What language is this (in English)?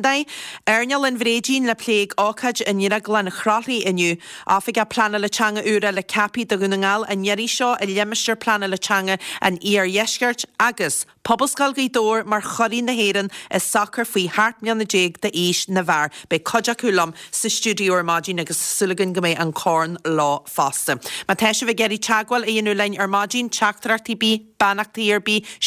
Irish